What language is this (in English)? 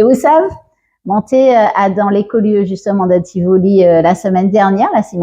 Guadeloupean Creole French